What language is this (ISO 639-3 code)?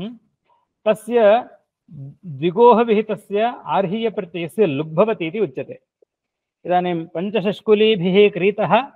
san